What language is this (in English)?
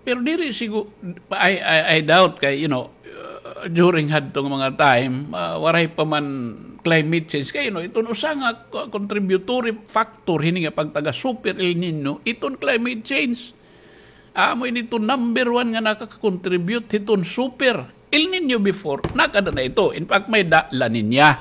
Waray